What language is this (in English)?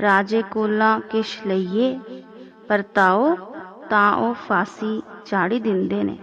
Dogri